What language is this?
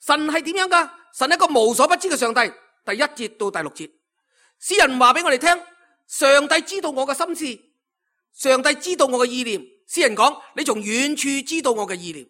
Cantonese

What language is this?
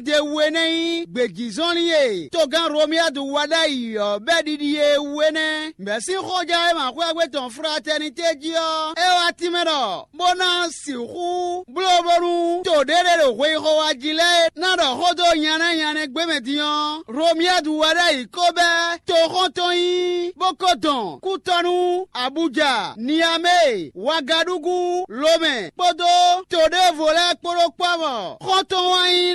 Fon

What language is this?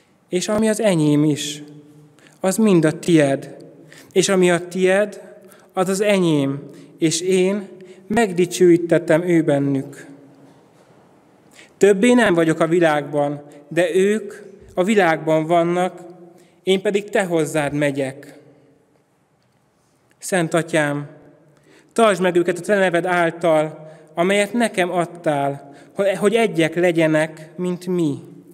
Hungarian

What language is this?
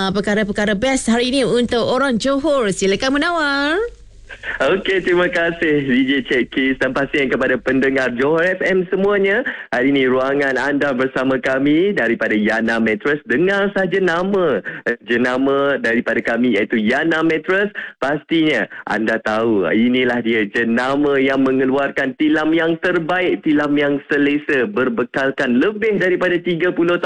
Malay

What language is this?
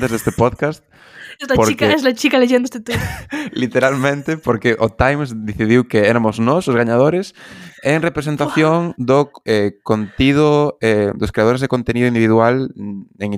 Galician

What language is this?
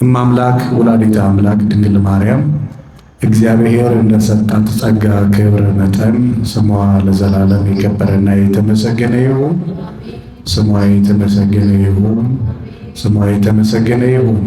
Amharic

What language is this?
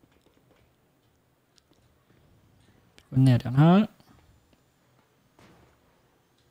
Norwegian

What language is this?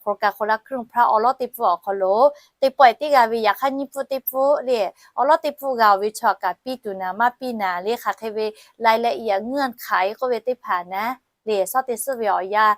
Lahu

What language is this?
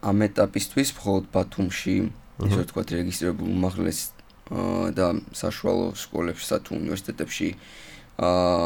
Georgian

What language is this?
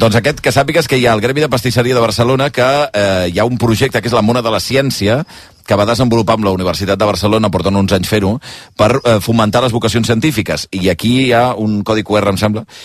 Catalan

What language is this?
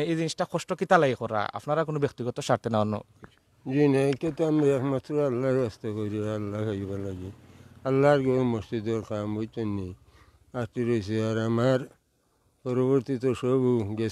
Sylheti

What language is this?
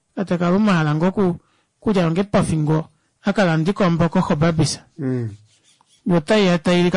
Kuanyama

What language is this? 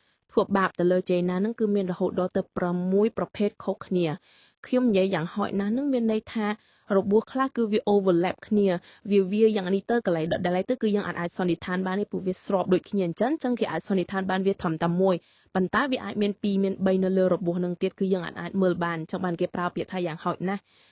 Khmer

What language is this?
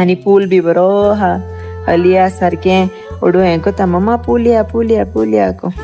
Konkani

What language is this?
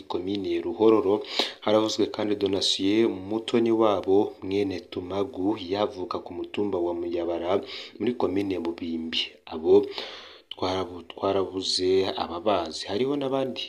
Rundi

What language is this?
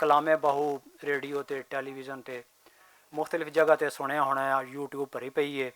Western Panjabi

